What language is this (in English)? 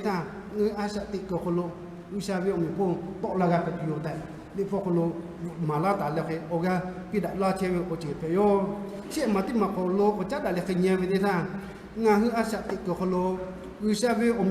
Lahu